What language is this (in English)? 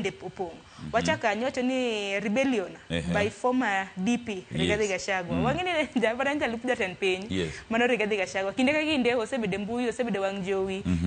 Luo (Kenya and Tanzania)